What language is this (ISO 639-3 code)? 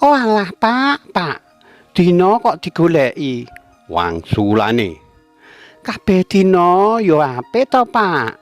jav